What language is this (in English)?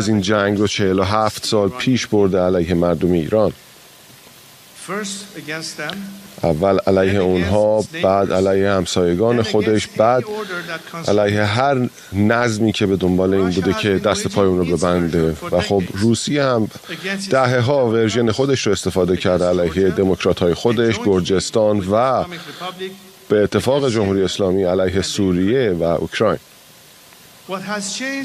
Persian